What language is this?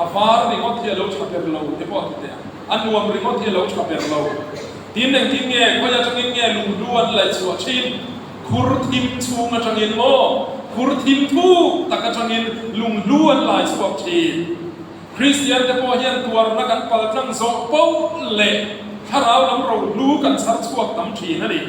Mizo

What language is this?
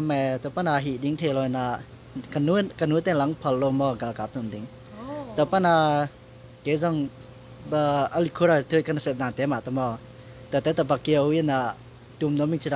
Tedim Chin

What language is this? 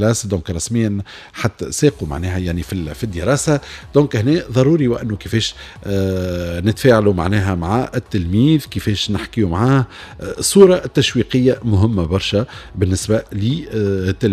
Tunisian Arabic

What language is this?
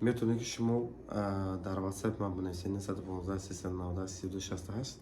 Tajik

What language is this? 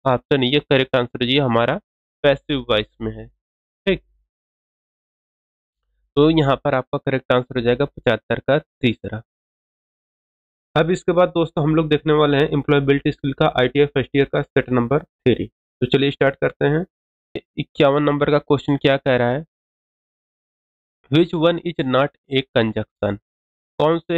Hindi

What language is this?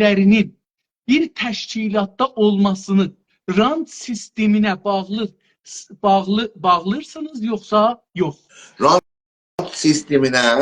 South Azerbaijani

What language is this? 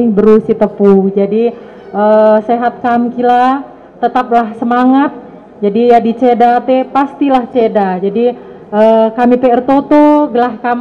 Batak Karo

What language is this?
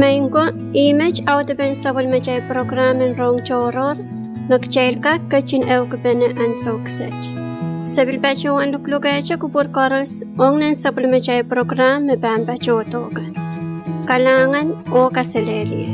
Pohnpeian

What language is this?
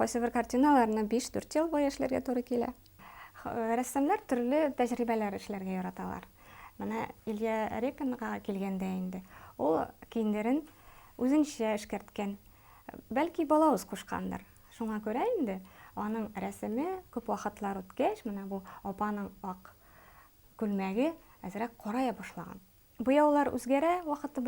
Bashkir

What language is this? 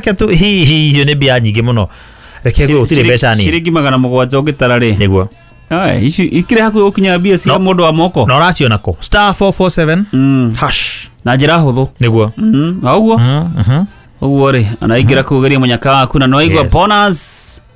Kikuyu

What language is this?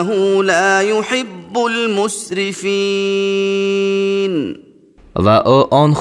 Tajik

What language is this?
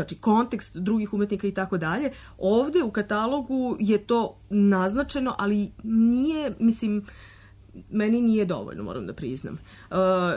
Serbian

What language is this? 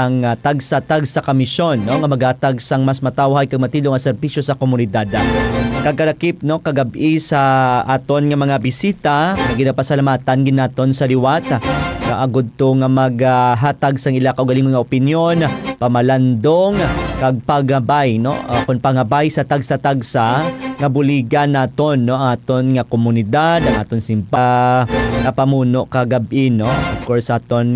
Hiligaynon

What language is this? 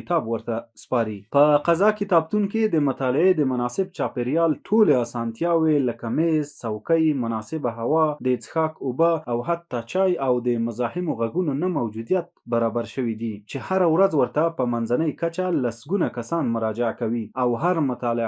Pashto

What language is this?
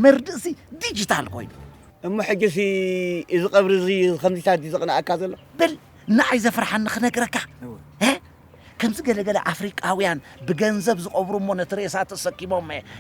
Tigrinya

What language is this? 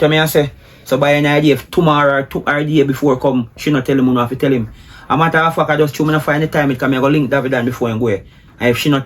Jamaican Creole English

